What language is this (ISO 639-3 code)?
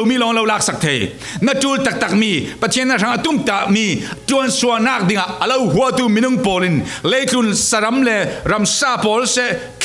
cfm